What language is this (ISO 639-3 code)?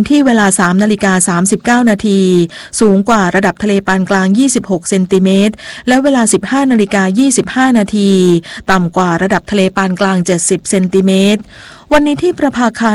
tha